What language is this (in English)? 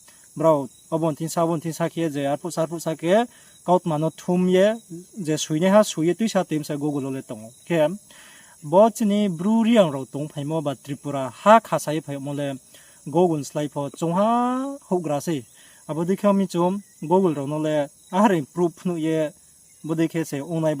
Riang (India)